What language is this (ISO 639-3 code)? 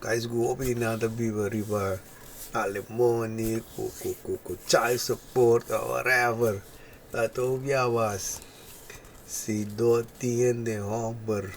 pap